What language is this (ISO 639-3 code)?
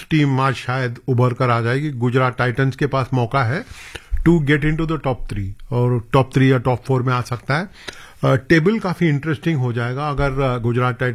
hin